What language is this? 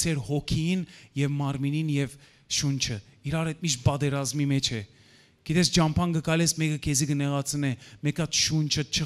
Western Armenian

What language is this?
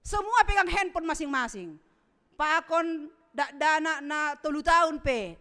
Batak Simalungun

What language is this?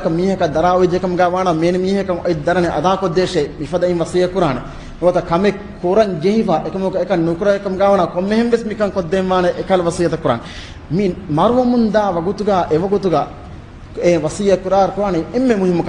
Divehi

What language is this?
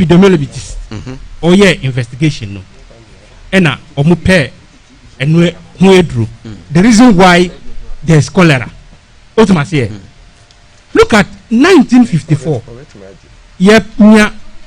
Akan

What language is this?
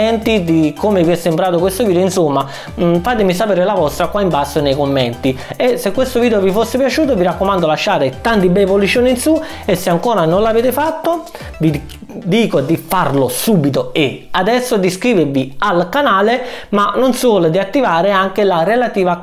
Italian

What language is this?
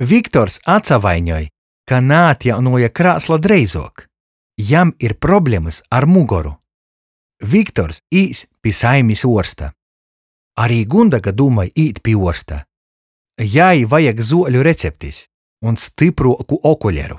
Latgalian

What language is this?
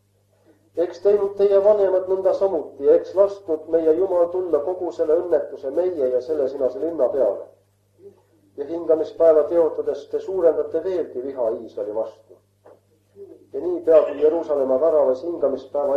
Estonian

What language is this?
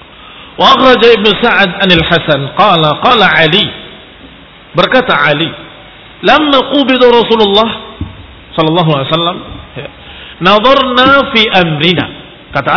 Indonesian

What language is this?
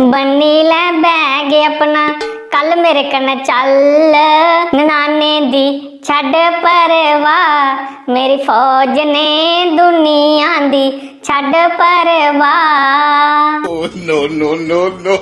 Dogri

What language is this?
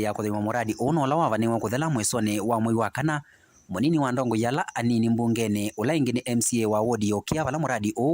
Kamba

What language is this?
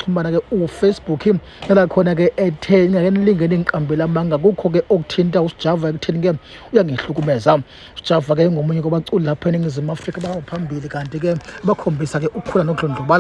Zulu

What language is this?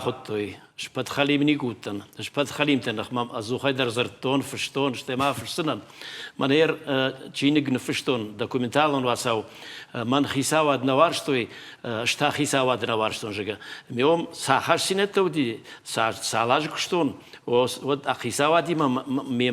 Ossetic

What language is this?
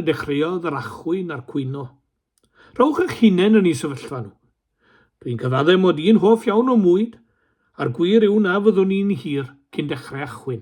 Welsh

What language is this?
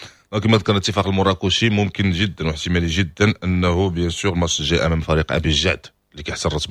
Moroccan Arabic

